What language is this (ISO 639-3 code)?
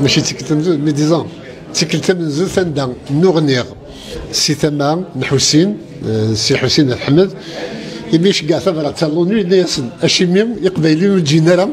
kab